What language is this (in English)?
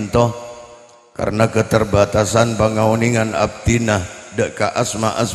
Madurese